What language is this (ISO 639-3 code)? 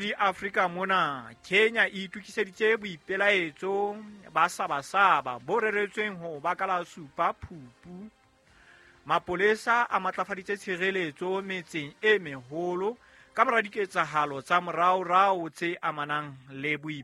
sot